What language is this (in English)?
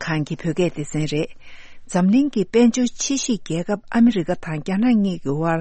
Tibetan